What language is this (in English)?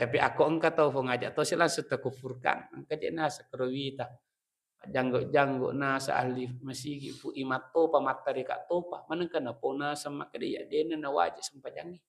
Buginese